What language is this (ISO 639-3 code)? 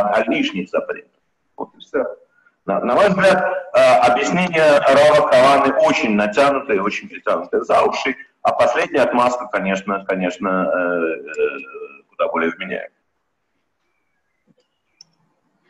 rus